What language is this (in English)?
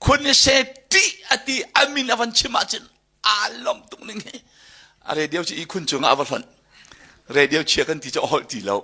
Hakha Chin